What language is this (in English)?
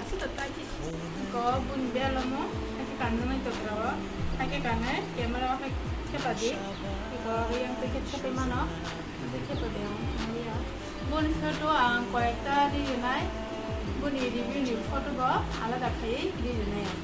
Kok Borok